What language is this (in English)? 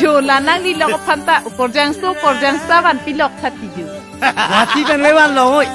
Karbi